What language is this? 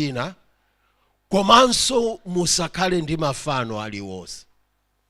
Nyanja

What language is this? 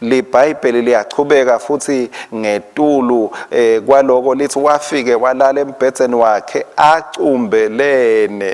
Swati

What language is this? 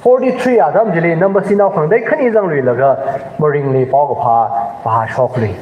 Tangkhul Naga (India)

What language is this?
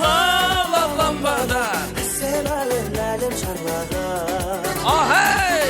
Kara-Kalpak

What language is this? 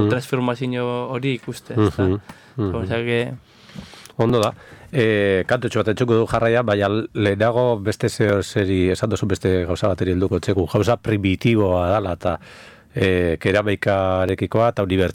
Basque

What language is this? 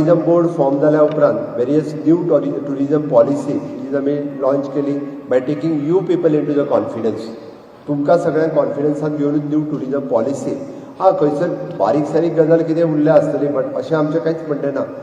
Konkani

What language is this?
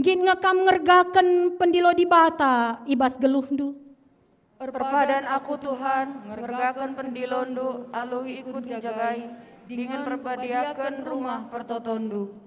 Batak Karo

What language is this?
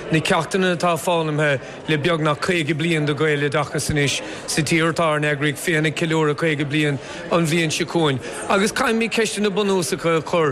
Irish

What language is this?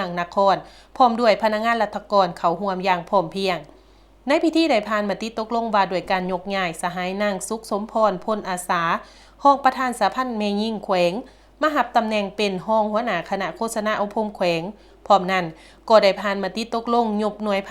Lao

